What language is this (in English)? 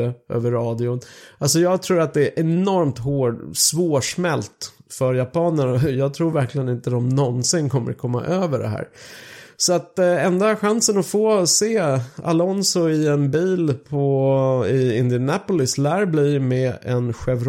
Swedish